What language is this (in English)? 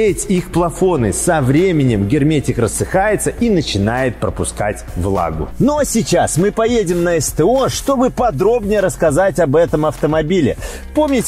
Russian